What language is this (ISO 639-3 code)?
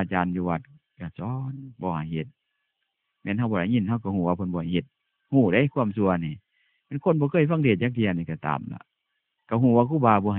tts